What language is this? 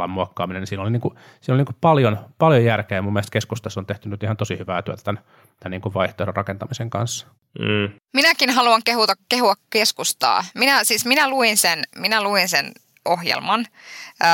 Finnish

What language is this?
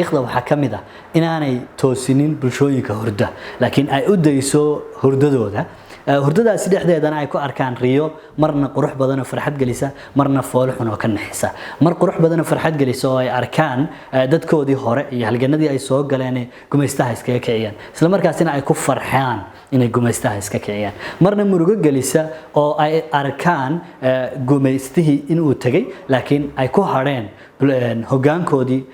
Somali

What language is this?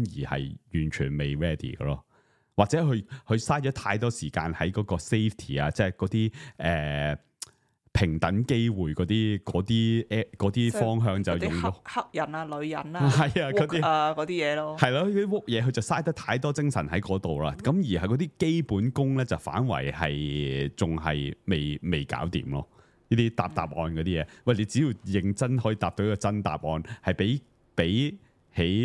Cantonese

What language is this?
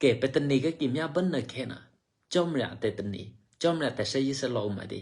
Eastern Kayah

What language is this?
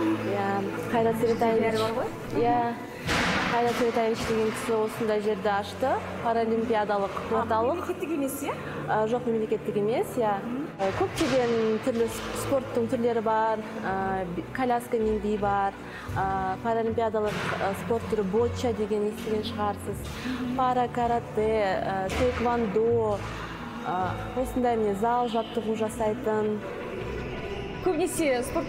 Kazakh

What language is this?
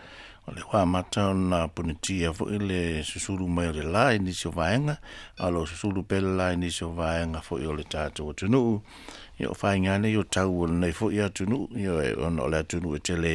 Samoan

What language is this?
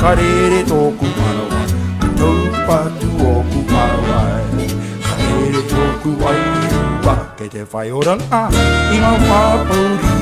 Māori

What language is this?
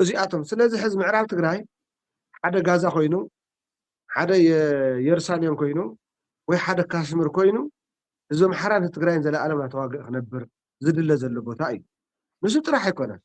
Tigrinya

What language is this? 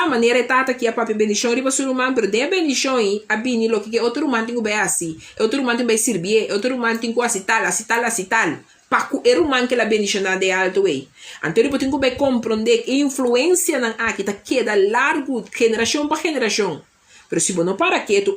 Papiamento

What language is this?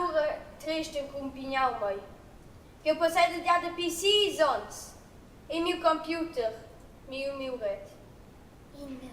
Romansh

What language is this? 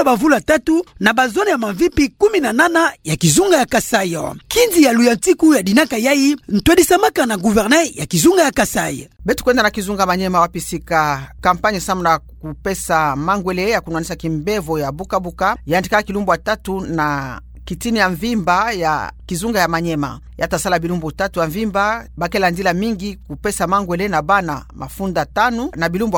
Kituba (Democratic Republic of Congo)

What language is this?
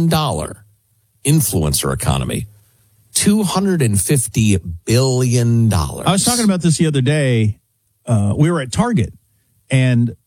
English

